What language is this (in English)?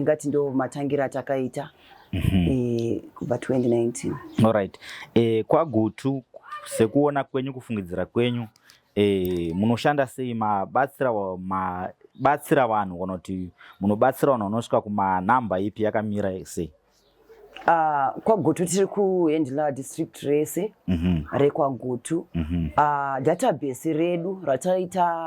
Shona